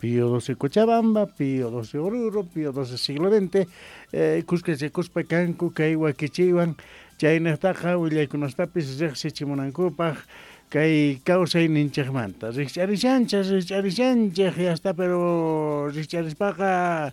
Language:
Quechua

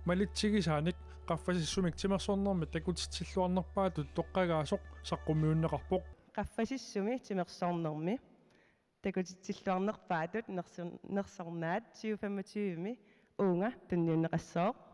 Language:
Kalaallisut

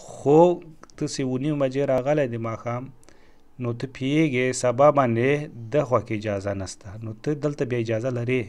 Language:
Pashto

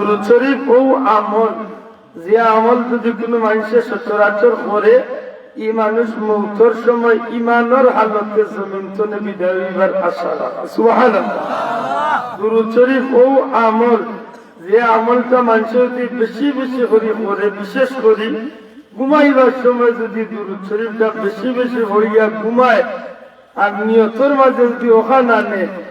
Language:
Sylheti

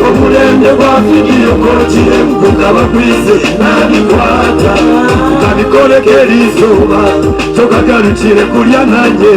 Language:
Nyankole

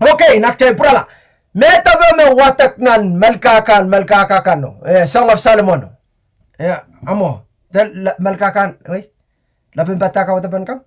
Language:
Pohnpeian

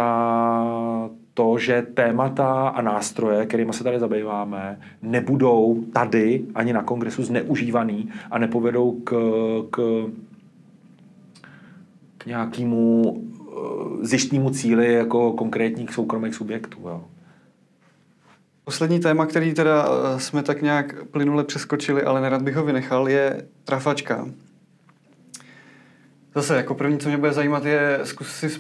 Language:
Czech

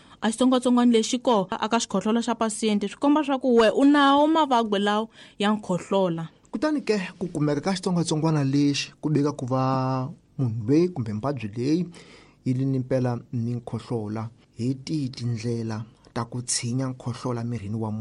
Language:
Tsonga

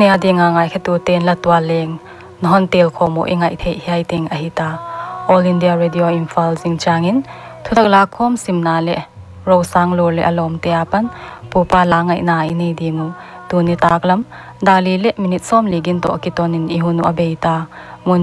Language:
Paite Chin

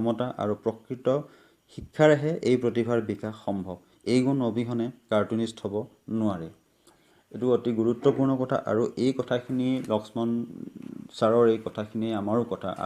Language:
Assamese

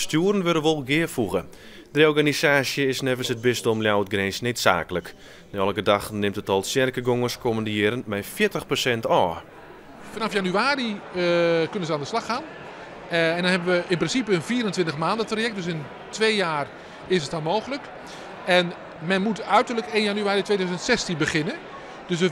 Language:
Western Frisian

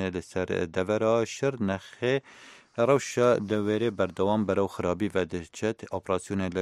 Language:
Kurdish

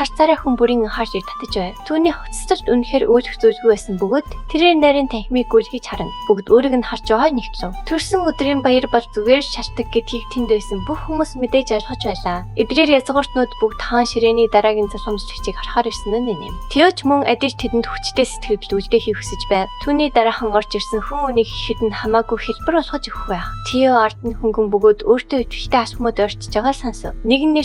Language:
Mongolian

